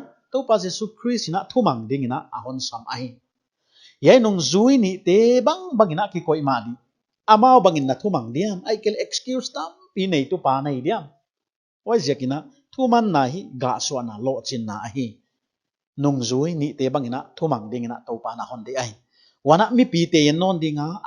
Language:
Paite Chin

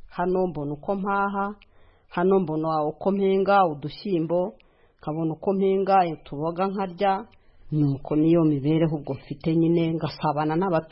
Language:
Kinyarwanda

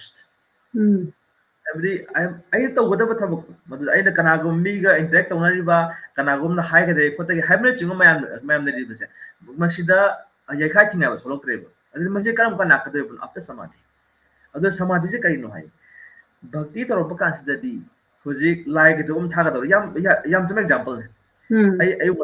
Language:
Manipuri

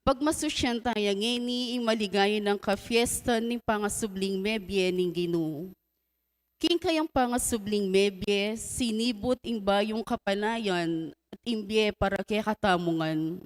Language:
Pampanga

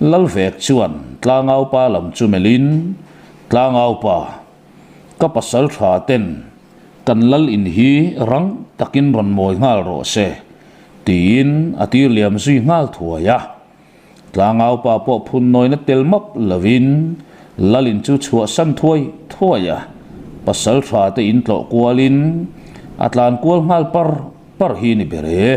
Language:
Mizo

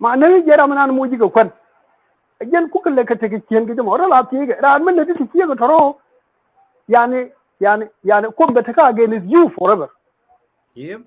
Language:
Nuer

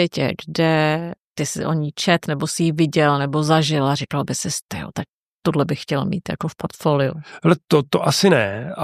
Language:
Czech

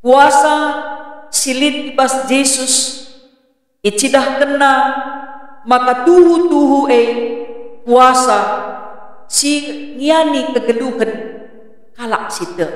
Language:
Batak Karo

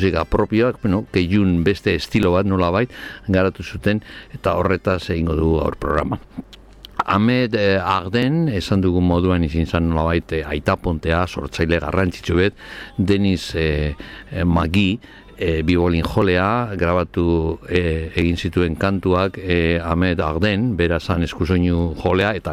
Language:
Basque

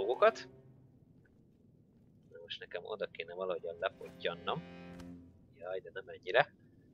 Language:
Hungarian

